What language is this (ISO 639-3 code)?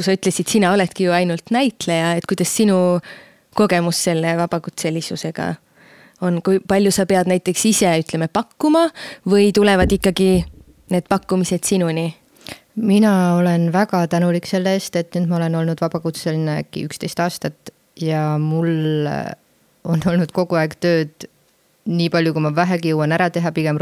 est